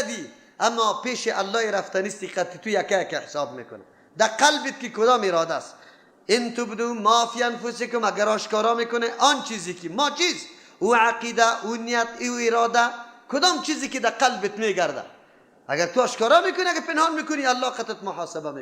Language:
Persian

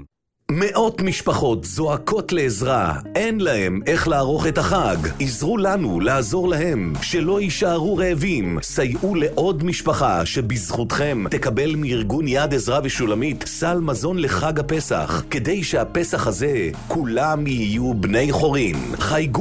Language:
Hebrew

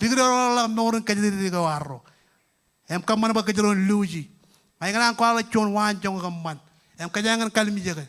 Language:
Marshallese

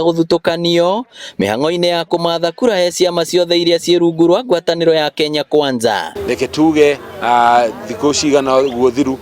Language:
Kikuyu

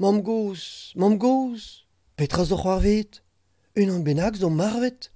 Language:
Breton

